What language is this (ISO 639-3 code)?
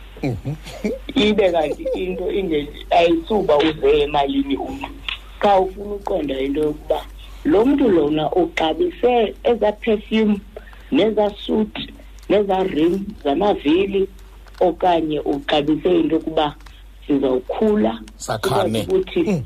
xho